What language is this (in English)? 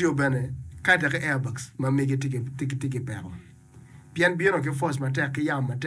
Acoli